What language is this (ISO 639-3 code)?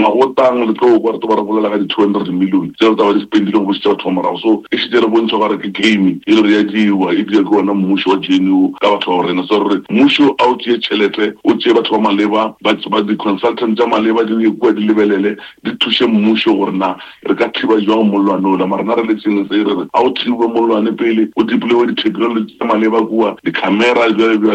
nso